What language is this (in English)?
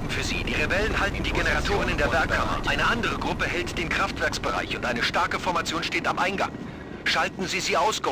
Bavarian